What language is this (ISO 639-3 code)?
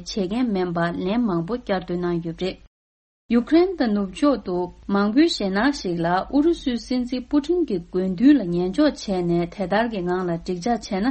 bod